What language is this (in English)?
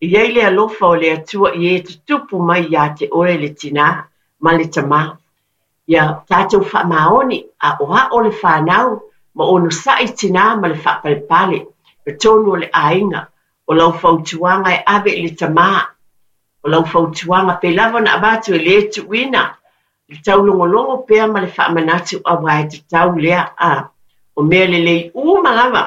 Samoan